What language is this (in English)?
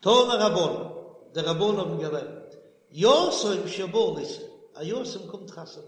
Yiddish